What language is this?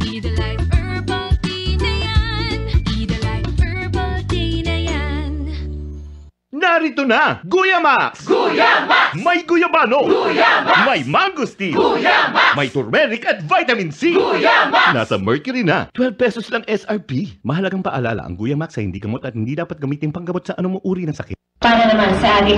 Filipino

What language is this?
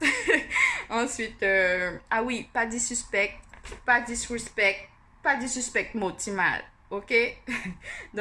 Guianese Creole French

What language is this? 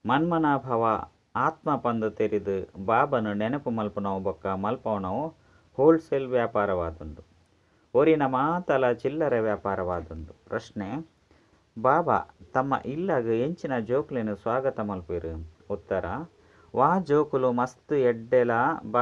Tulu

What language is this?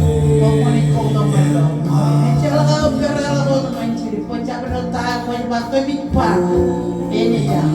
Marshallese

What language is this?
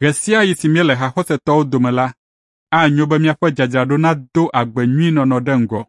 Ewe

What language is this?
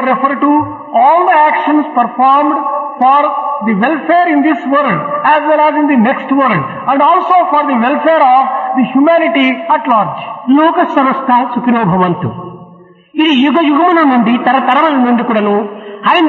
Telugu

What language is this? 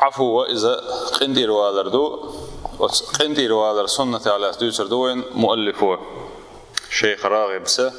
Chechen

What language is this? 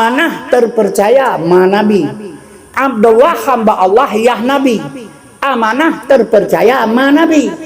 Achinese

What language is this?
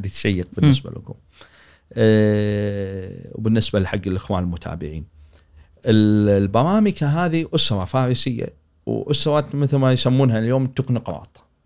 Gulf Arabic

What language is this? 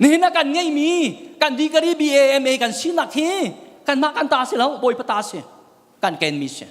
Hakha Chin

